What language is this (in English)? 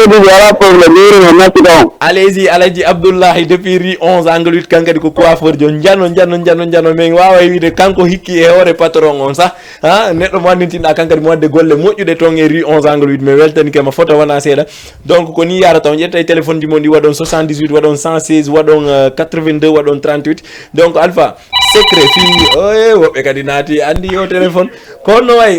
Fula